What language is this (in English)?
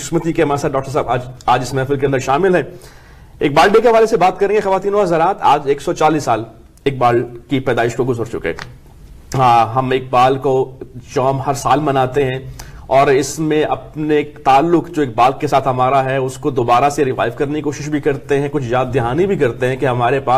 Urdu